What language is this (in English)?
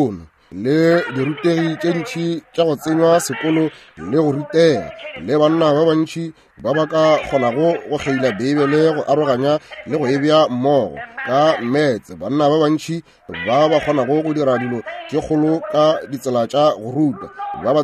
Northern Sotho